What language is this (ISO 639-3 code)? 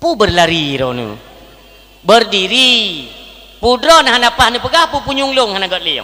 ace